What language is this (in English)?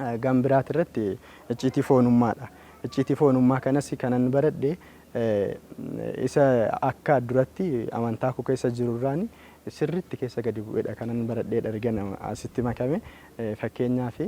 Oromo